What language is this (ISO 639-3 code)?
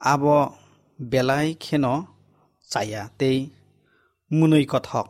trp